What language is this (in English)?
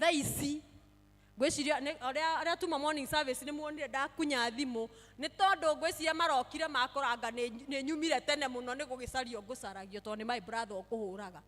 Kikuyu